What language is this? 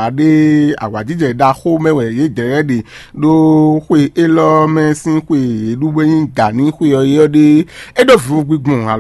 Fon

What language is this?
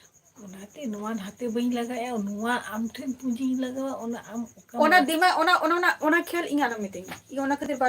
Santali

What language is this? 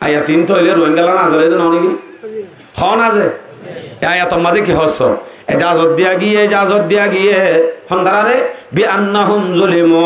Rohingya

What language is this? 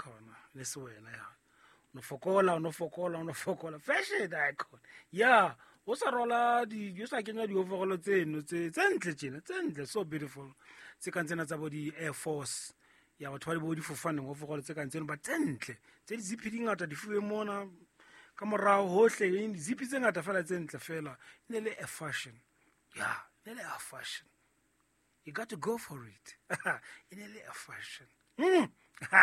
Southern Sotho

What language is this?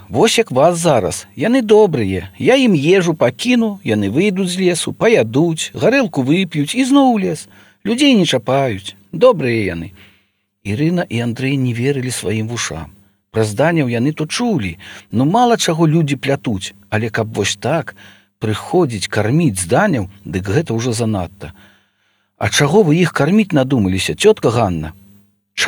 Belarusian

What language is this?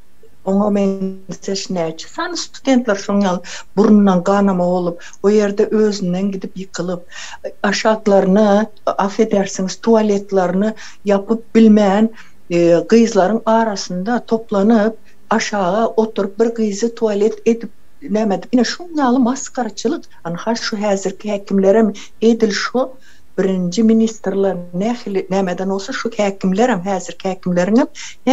Turkmen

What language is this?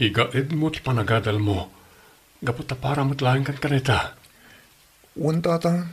Iloko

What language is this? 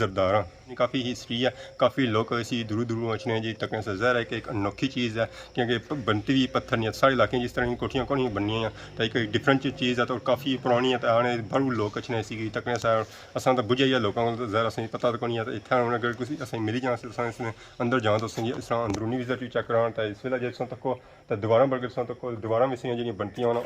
Pahari-Potwari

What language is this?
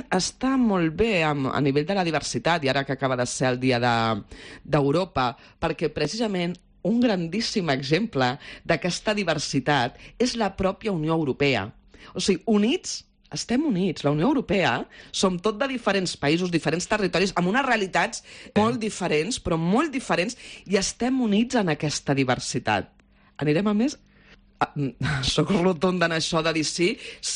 Catalan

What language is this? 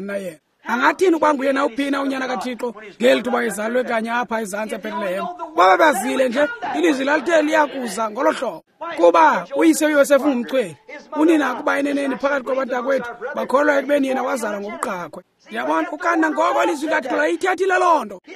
Xhosa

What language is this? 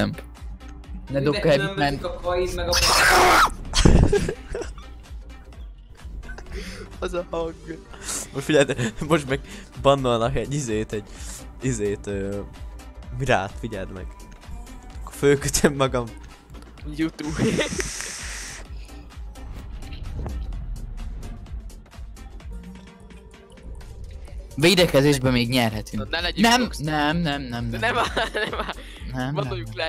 Hungarian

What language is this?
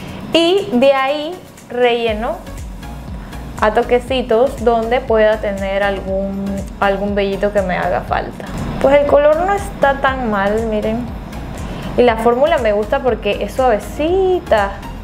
Spanish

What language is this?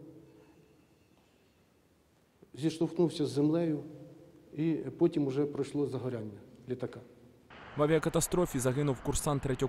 Ukrainian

